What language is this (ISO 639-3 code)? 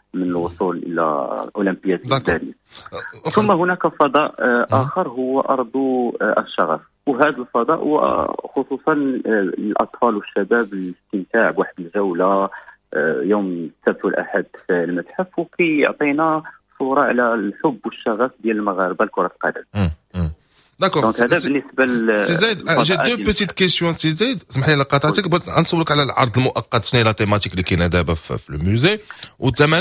ary